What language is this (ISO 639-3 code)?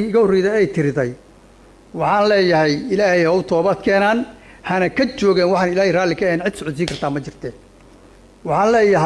som